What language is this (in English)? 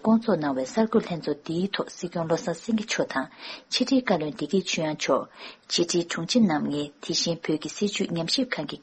Tibetan